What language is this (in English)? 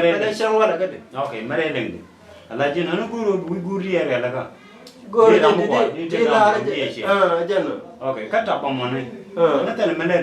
Nuer